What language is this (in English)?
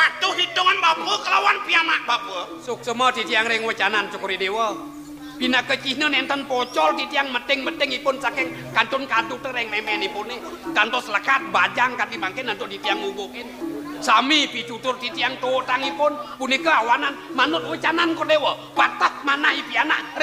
Balinese